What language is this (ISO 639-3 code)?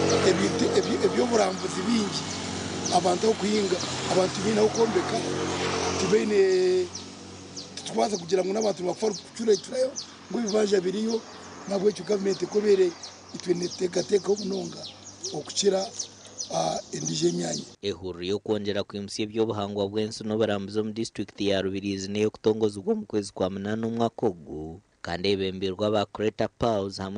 nyn